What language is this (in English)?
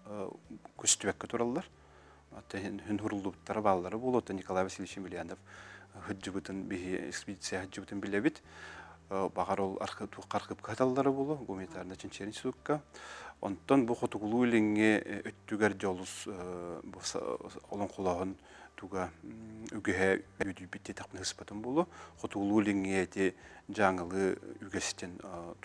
Yakut